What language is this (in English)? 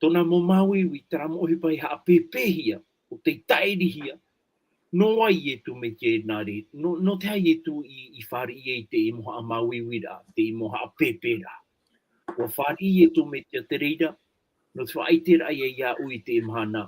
Tahitian